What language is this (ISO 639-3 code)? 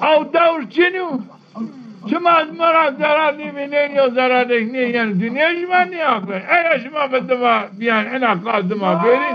zza